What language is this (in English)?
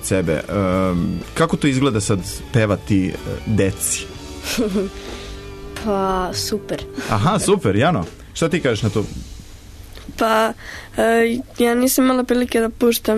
Serbian